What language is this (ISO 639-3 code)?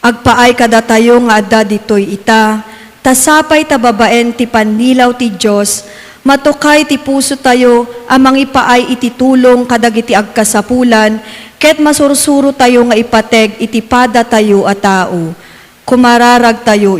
ilo